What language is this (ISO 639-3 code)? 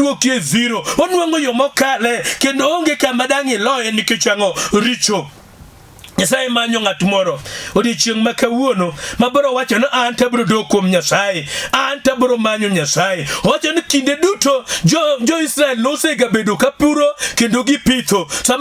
luo